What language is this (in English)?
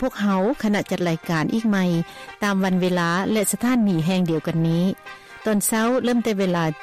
Lao